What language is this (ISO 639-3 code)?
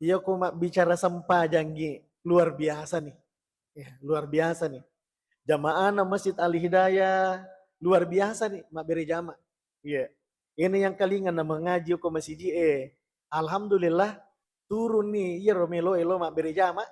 bug